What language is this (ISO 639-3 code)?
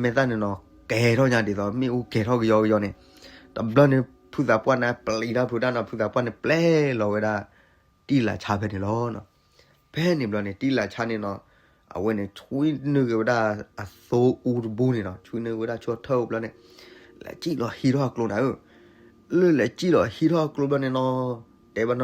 ksw